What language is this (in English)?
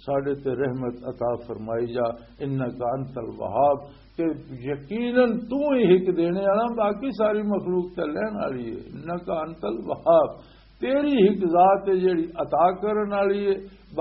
Western Panjabi